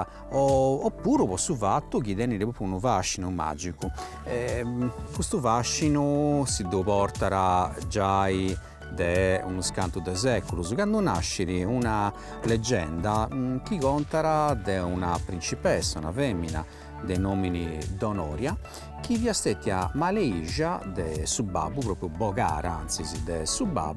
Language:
Sardinian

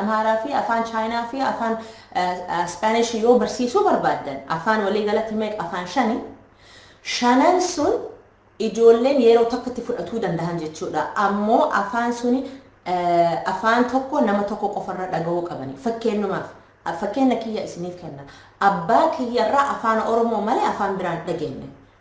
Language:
Oromo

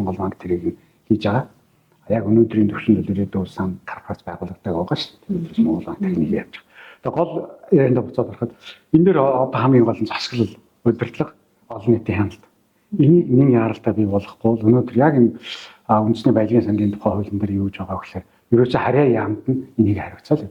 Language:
Mongolian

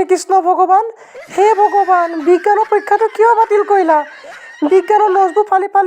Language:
Assamese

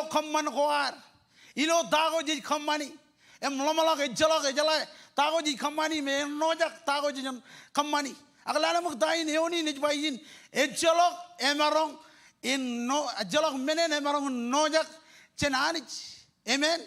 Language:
Marshallese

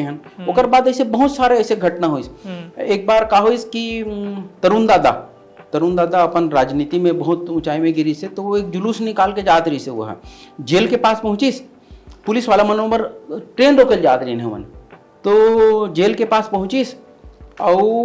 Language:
Chhattisgarhi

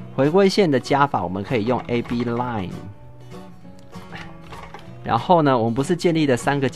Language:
Chinese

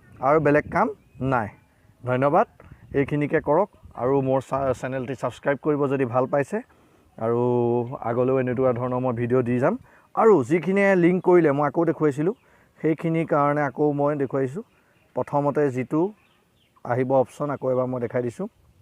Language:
Assamese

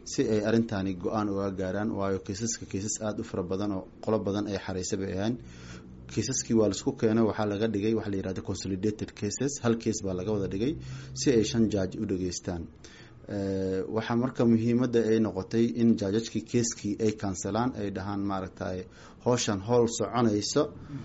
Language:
Somali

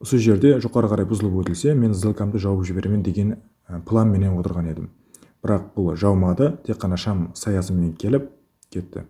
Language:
Kara-Kalpak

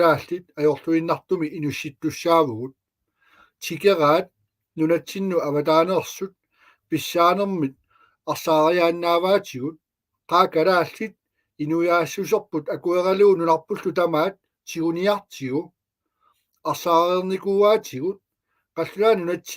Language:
Kalaallisut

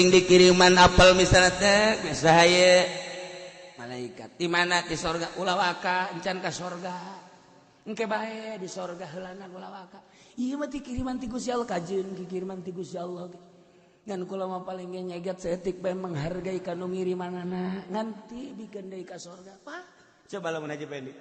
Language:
Sundanese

